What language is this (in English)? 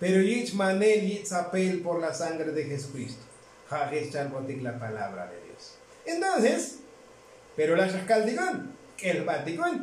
Tzotzil